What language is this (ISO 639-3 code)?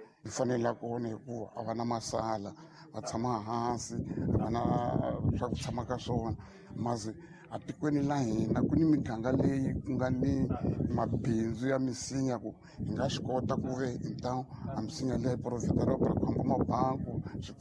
tso